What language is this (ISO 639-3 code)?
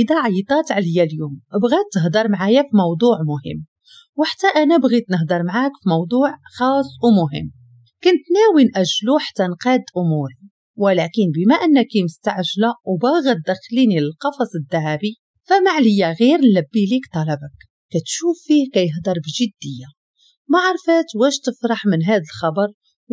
ary